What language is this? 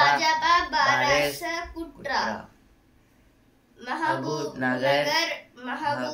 Telugu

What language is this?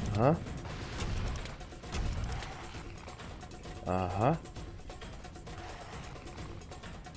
German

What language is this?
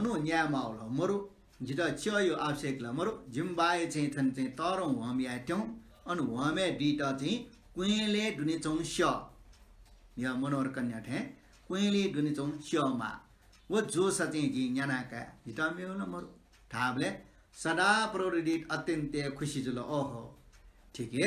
Newari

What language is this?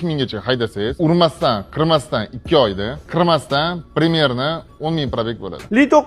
Uzbek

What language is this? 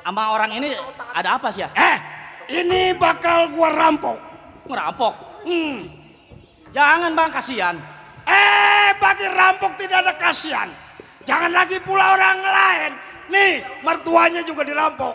Betawi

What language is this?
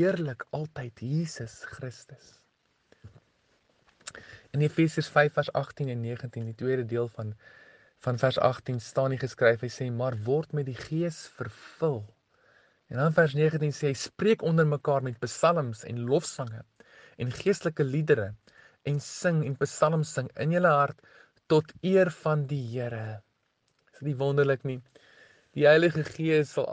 Afrikaans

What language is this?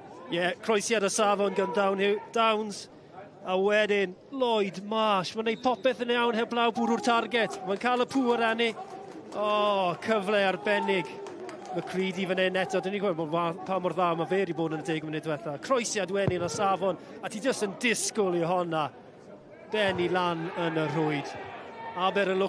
Welsh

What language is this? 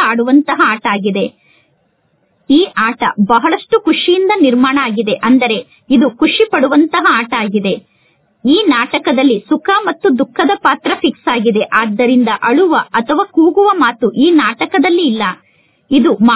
Kannada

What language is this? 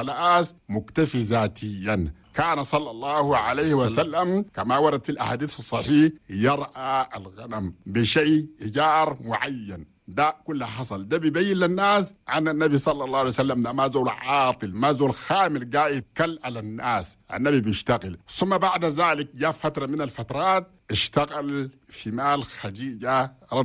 Chadian Arabic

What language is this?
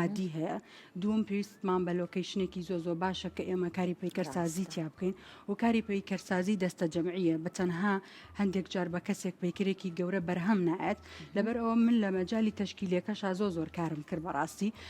Central Kurdish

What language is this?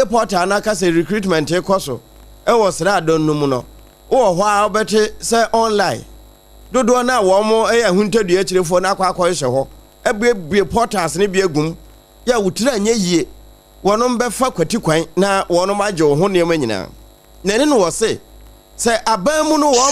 Akan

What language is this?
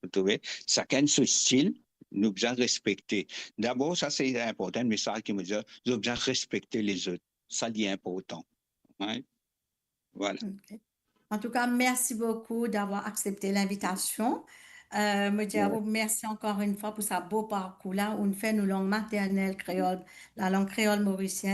Morisyen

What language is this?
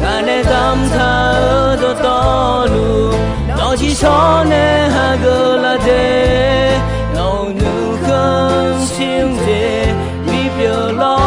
Akha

